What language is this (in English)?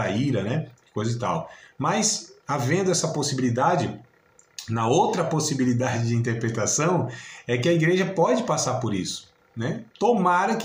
Portuguese